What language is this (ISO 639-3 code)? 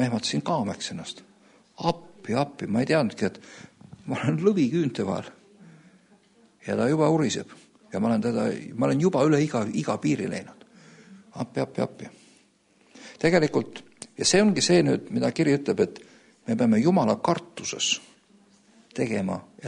est